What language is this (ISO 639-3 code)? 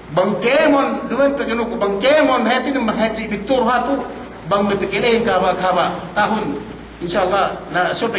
yka